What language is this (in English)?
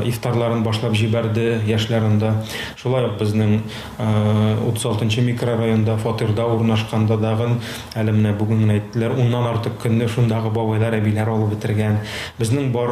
Tatar